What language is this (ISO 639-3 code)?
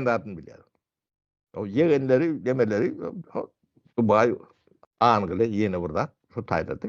tuk